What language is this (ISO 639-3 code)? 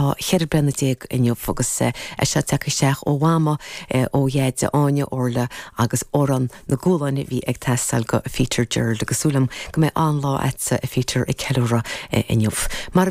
gle